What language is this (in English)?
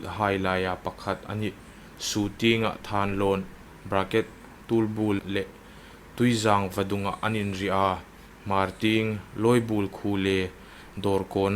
Hmar